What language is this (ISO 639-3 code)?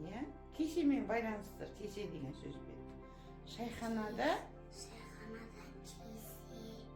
kaz